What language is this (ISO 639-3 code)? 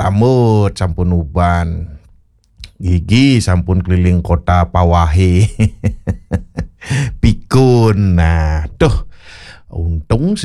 ban